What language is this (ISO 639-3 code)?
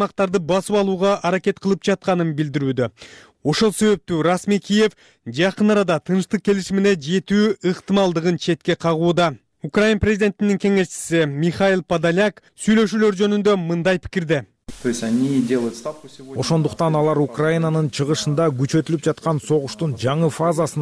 kir